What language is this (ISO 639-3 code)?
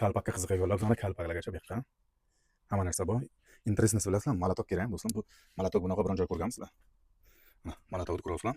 uzb